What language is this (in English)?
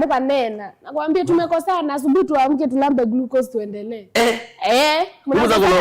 Kamba